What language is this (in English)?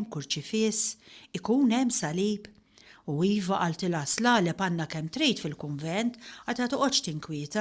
Maltese